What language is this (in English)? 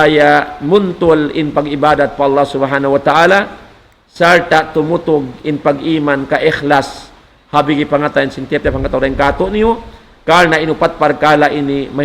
Tausug